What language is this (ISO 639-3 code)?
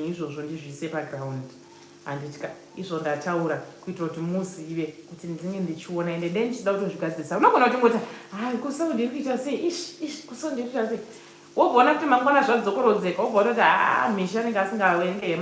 sna